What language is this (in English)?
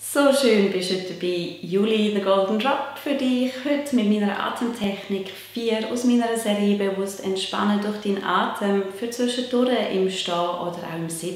Swiss German